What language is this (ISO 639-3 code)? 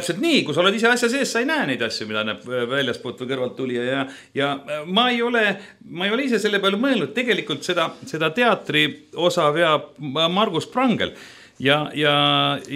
est